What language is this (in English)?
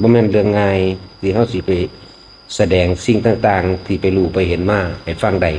Northeastern Thai